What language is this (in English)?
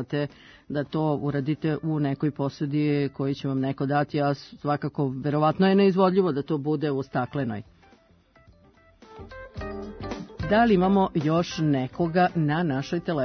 Serbian